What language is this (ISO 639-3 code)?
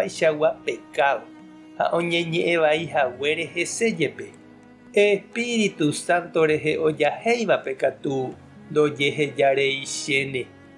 grn